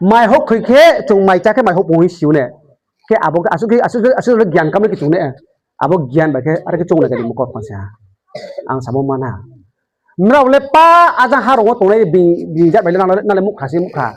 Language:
Riang (India)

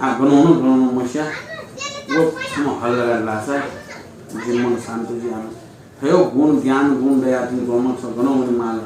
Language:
Newari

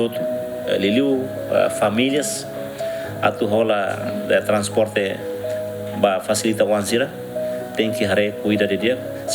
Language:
Tetum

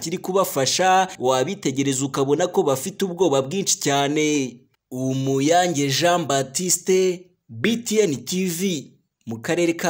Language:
Kinyarwanda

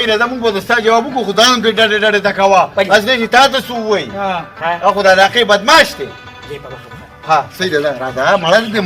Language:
Pashto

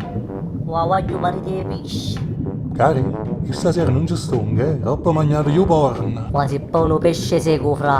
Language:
Neapolitan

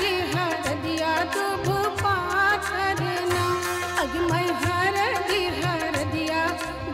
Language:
Bhojpuri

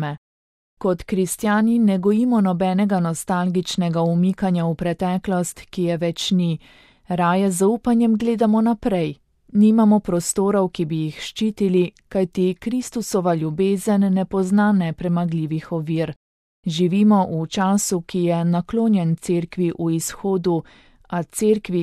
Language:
Slovenian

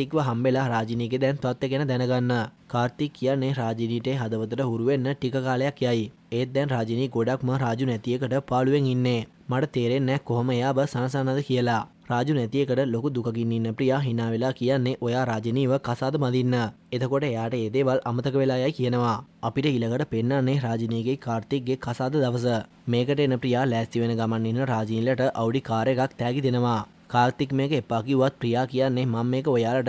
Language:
Sinhala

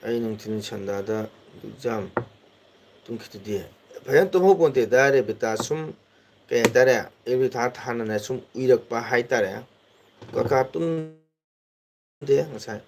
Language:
Manipuri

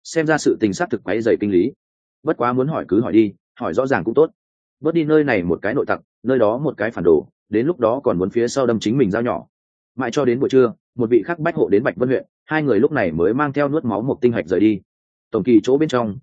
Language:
Vietnamese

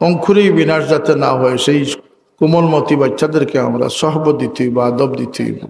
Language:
Sylheti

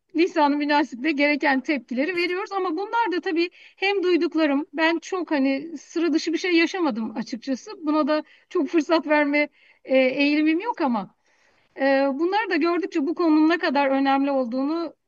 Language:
Turkish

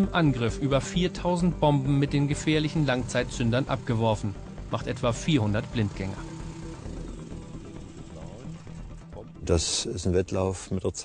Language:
German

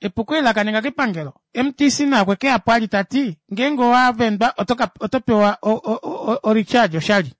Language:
Kuanyama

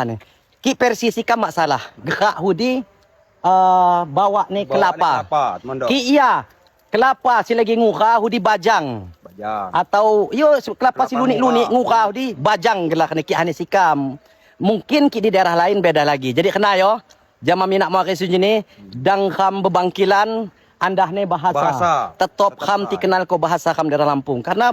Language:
Lampung Api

